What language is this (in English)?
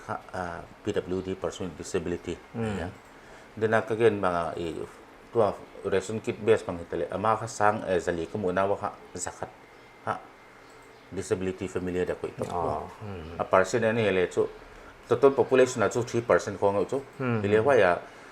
Paite Chin